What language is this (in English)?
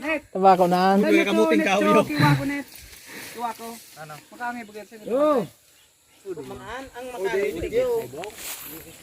Bikol